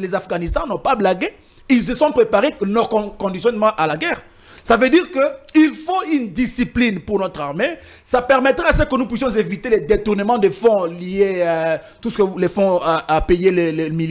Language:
French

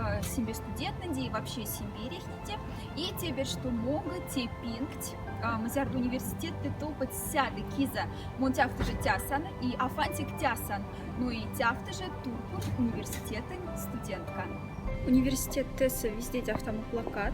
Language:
Moksha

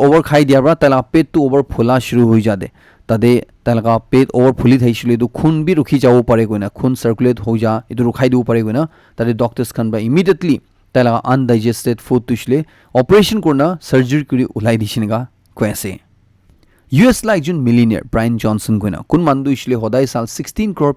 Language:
Naga Pidgin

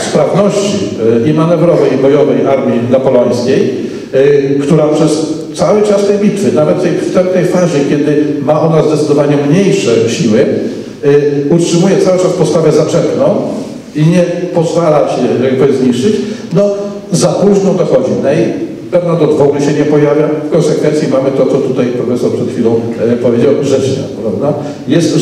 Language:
Polish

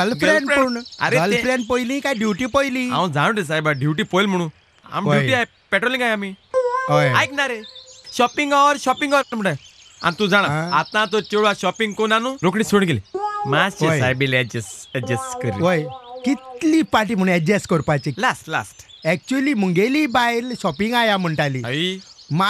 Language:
Konkani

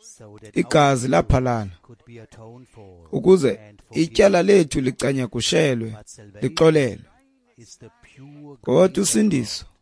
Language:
Xhosa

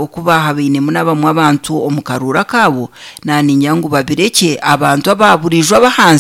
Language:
Nyankole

